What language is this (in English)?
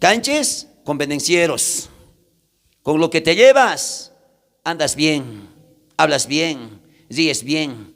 South Bolivian Quechua